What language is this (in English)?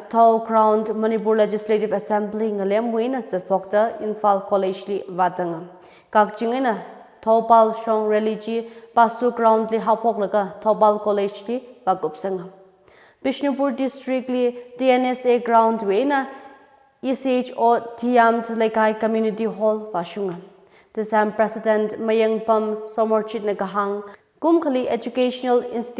Tangkhul Naga (India)